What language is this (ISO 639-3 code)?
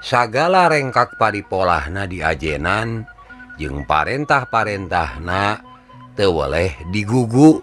sun